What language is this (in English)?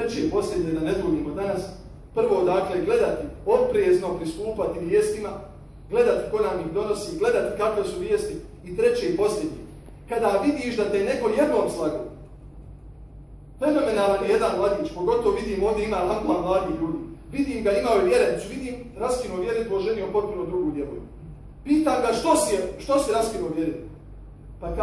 Bosnian